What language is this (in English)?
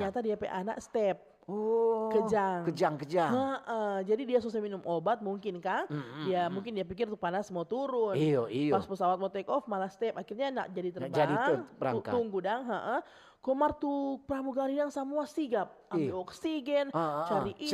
Manado Malay